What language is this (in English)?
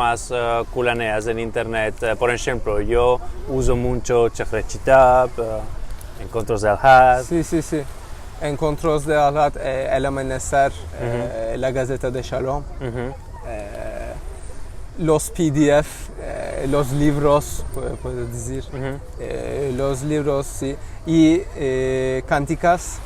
Ladino